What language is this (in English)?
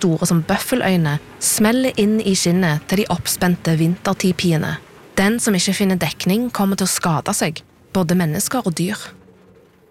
Norwegian